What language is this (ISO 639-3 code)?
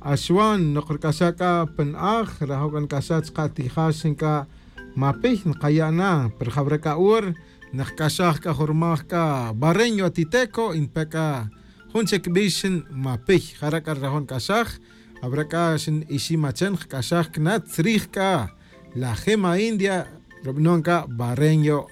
tzj